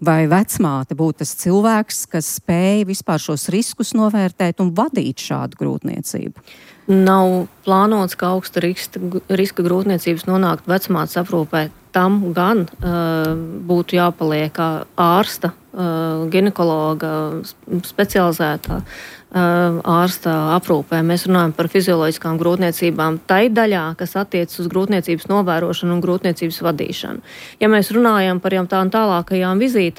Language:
Latvian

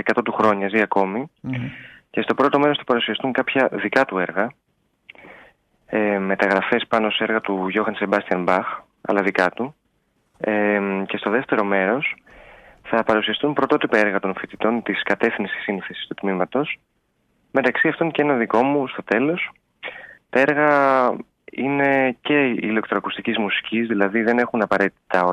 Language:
Greek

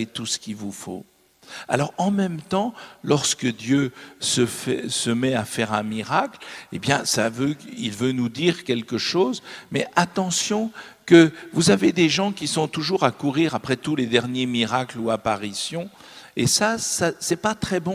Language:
French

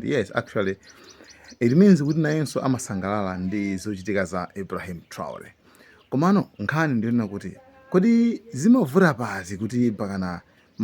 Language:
Nyanja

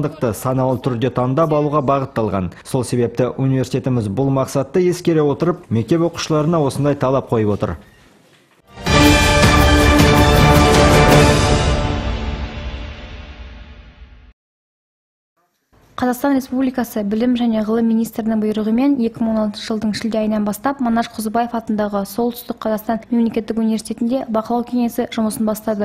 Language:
Kazakh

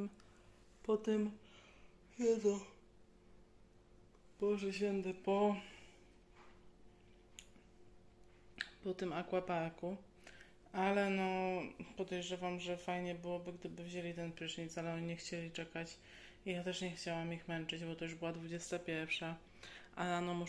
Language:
Polish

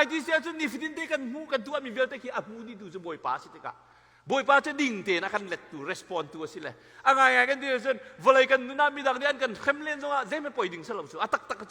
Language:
Hakha Chin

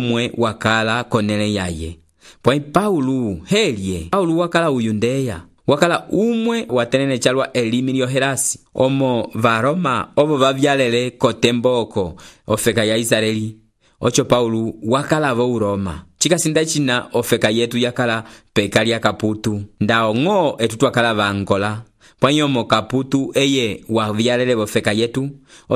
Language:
Umbundu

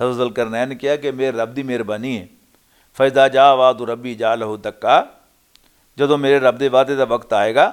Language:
Western Panjabi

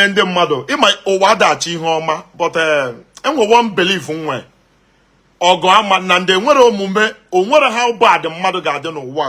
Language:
Igbo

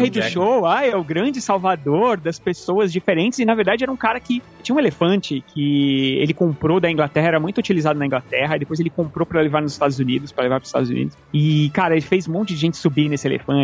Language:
Portuguese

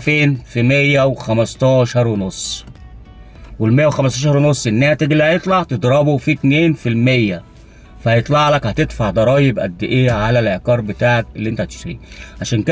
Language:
Egyptian Arabic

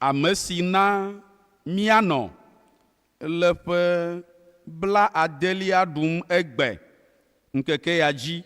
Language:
Ewe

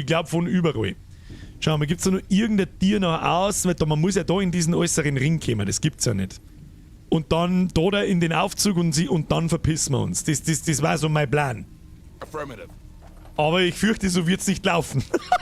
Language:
Bavarian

